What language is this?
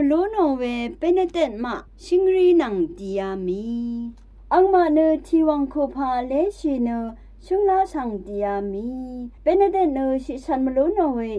Rawang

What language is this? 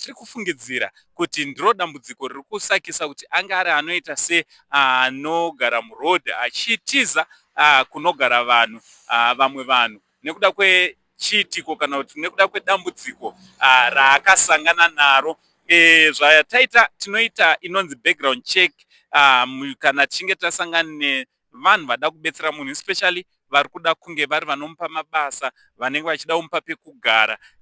Shona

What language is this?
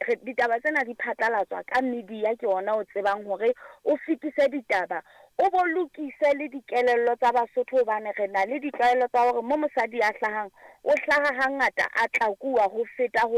Southern Sotho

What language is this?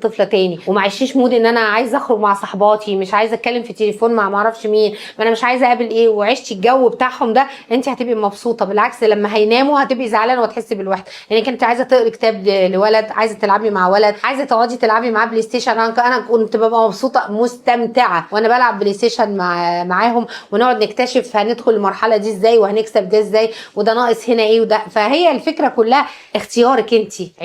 Egyptian Arabic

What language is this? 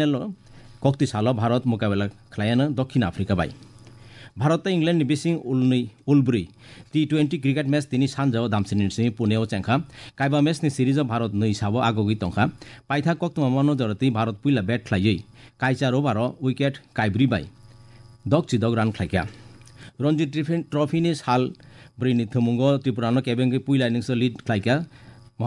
Kok Borok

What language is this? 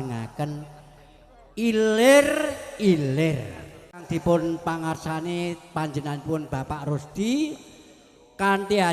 Javanese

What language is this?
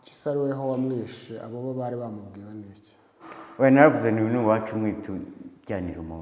Kinyarwanda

